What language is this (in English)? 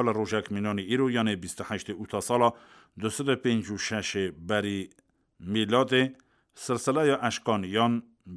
Kurdish